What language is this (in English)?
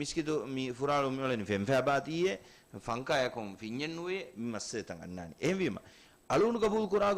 Divehi